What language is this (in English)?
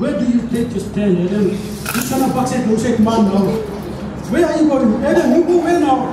Tok Pisin